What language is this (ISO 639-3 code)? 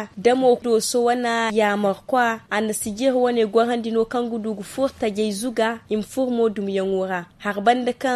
dje